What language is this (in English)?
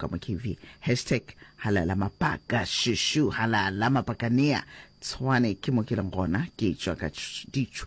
Northern Sotho